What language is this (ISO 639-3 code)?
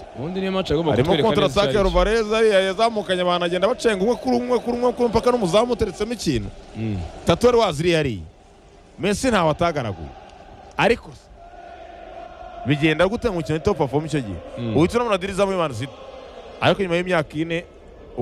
kin